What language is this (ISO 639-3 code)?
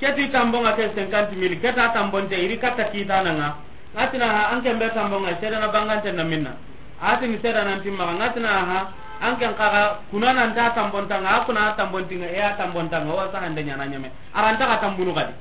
snk